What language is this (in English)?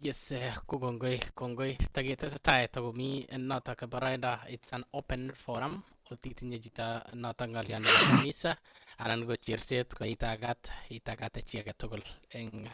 Kalenjin